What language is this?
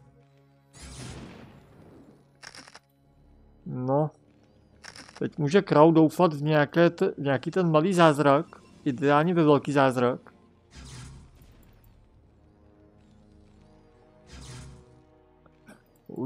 Czech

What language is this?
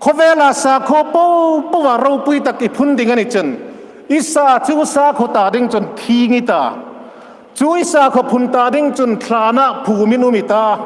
Hmar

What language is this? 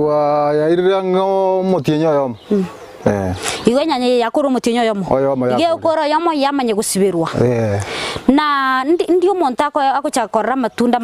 Gusii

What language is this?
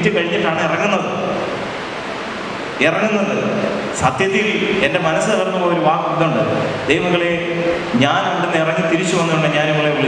Malayalam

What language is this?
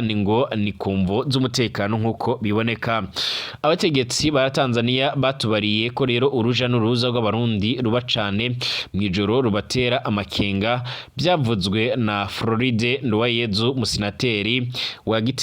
Rundi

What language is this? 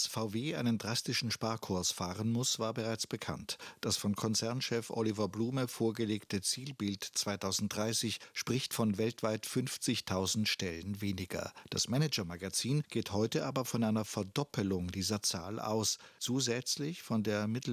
German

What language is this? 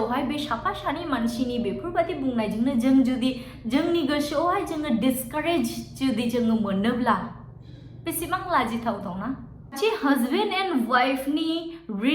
Bodo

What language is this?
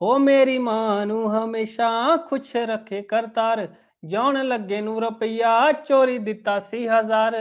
Dogri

